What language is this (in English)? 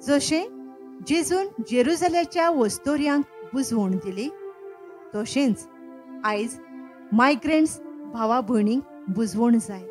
Konkani